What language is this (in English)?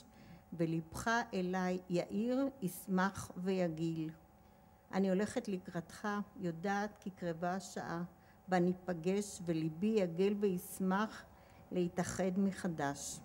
Hebrew